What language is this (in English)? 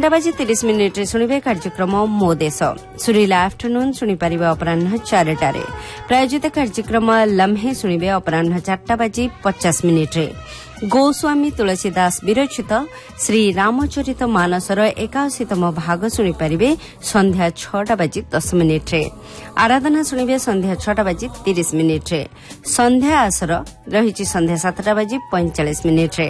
Odia